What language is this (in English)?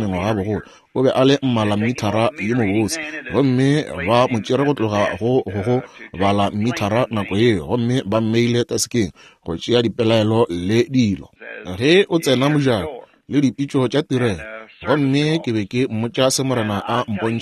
Northern Sotho